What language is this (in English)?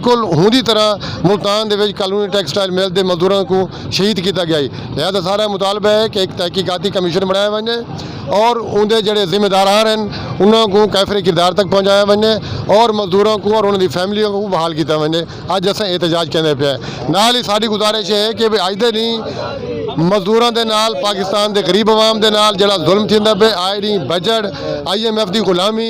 Saraiki